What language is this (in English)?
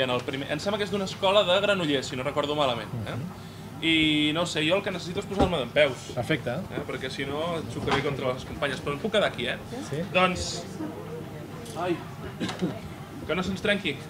Catalan